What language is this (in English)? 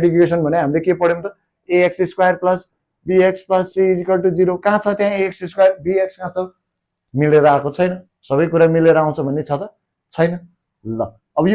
Nepali